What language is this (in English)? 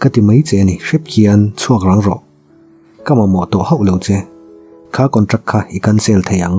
Mizo